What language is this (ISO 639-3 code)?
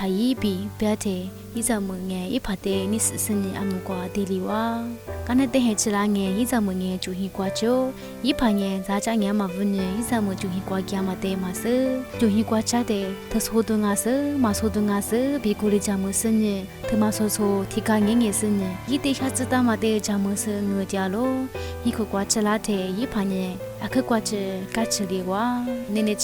lis